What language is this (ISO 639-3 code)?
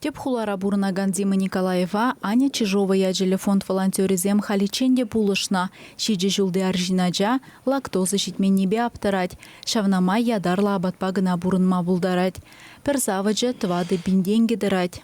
chv